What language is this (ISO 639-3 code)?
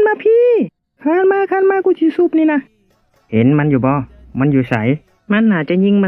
lao